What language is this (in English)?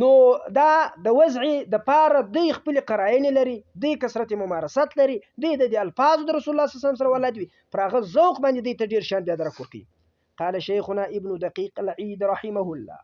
Pashto